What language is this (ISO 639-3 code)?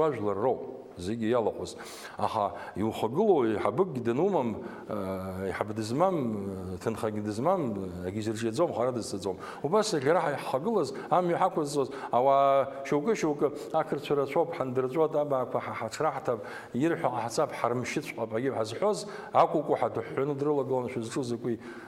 abk